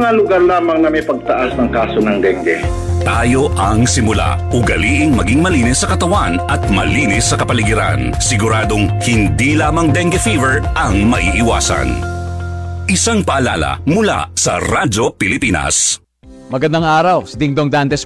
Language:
Filipino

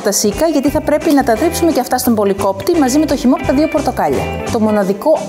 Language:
Greek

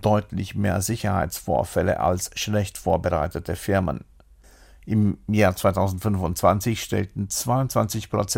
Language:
German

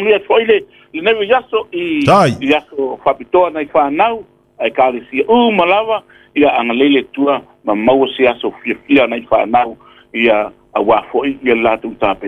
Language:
Samoan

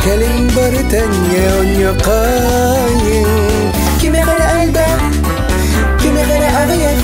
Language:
Yakut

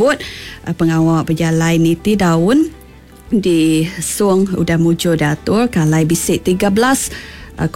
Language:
Iban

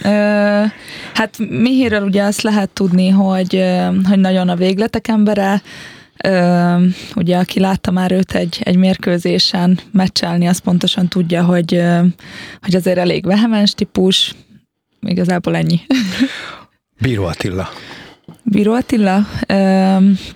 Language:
Hungarian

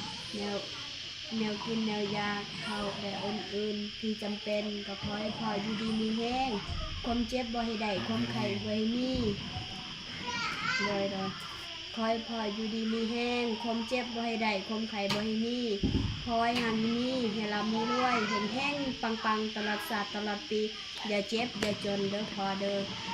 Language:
Lao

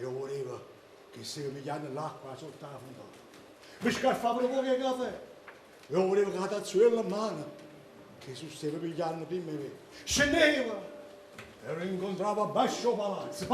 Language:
Neapolitan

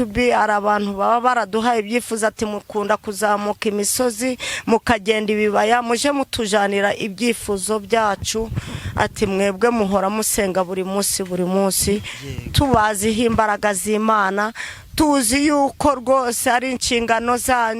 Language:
Kinyarwanda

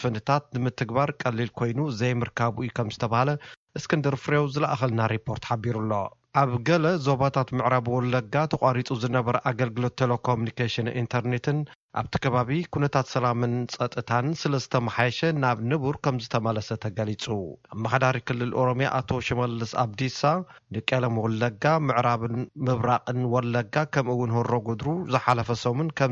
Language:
Tigrinya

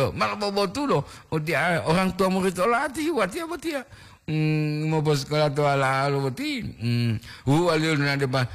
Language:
Gorontalo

